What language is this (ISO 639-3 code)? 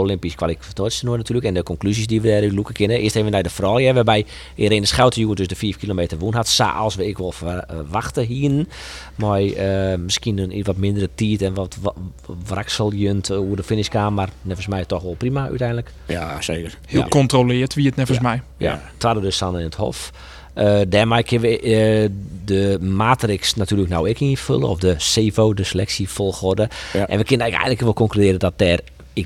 fry